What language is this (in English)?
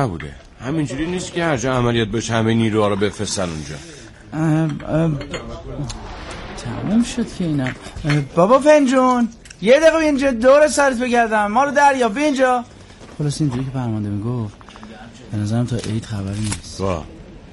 Persian